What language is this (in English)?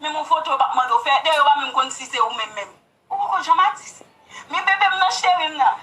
Haitian Creole